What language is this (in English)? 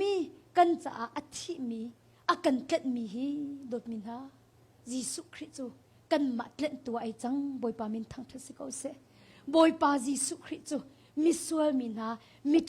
Hakha Chin